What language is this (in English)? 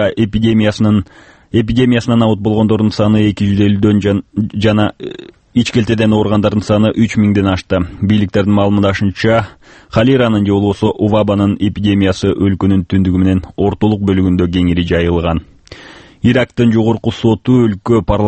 Kyrgyz